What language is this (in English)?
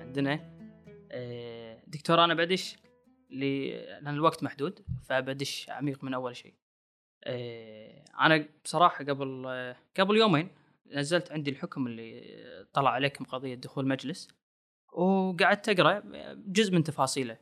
Gulf Arabic